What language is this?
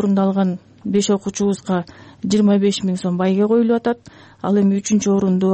Kyrgyz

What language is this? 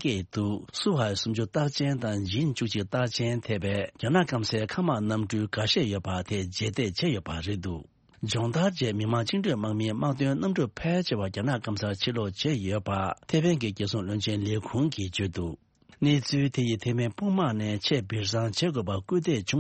Tibetan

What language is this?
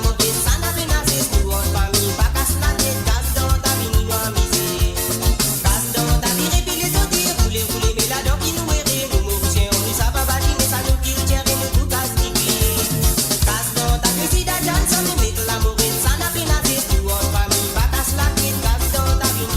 Morisyen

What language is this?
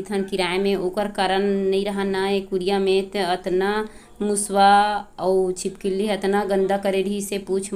Chhattisgarhi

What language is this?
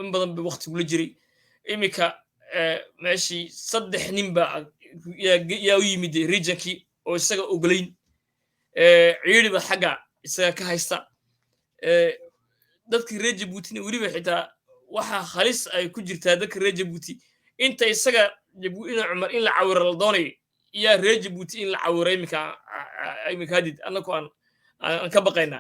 Somali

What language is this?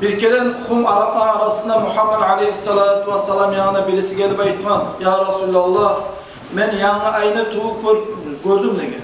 Kumyk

